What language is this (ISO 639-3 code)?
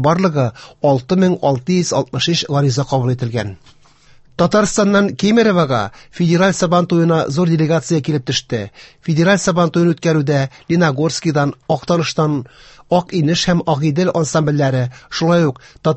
tat